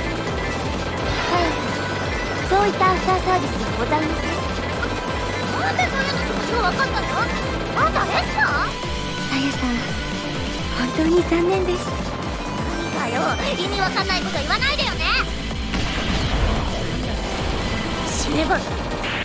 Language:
Japanese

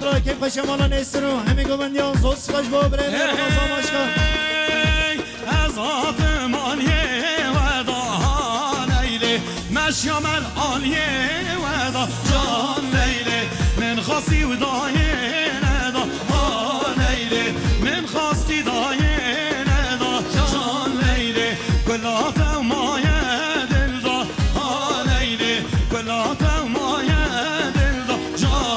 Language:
Kurdish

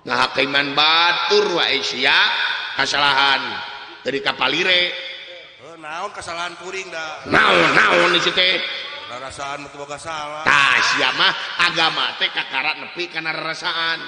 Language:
Sundanese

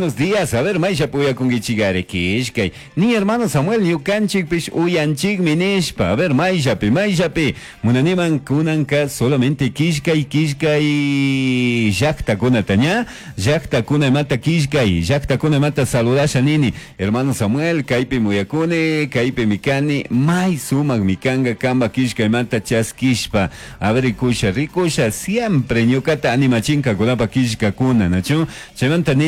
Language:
Chimborazo Highland Quichua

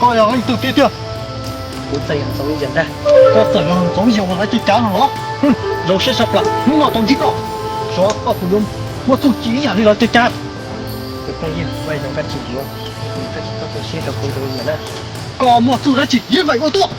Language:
Hmong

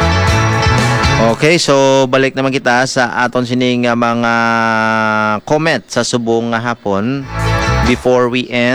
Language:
Hiligaynon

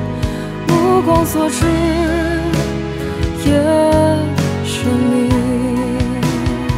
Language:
Chinese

